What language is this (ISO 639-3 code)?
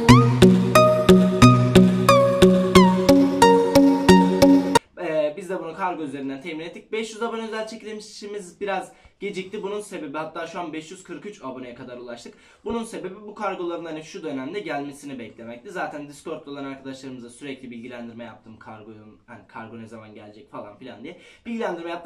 tur